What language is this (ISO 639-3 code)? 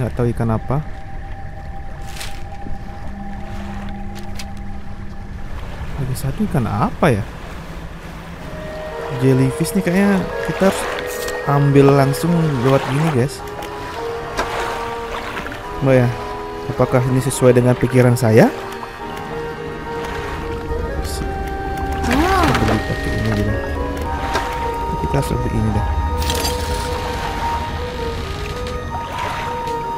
ind